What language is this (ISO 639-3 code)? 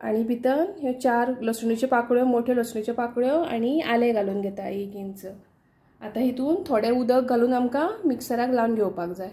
kok